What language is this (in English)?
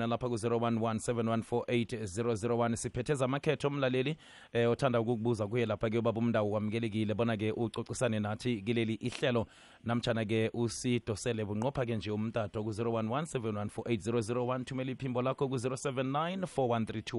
South Ndebele